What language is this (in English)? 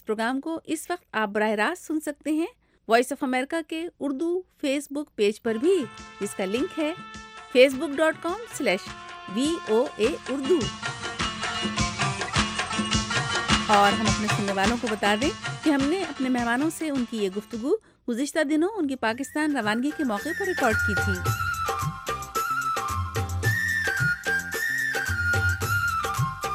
Urdu